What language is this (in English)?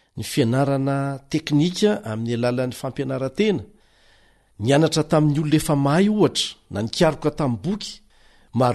Malagasy